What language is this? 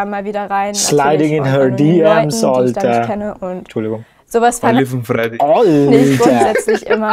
Swiss German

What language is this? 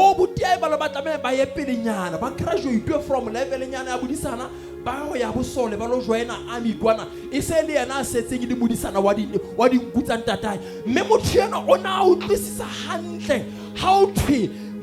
Southern Sotho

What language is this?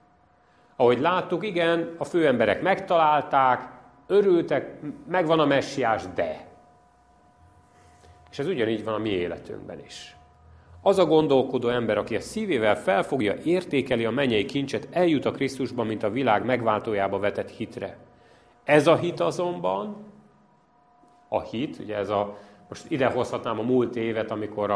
Hungarian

